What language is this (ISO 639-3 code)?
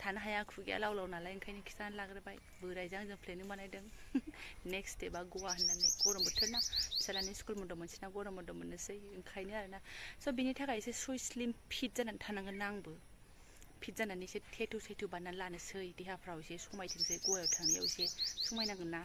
brx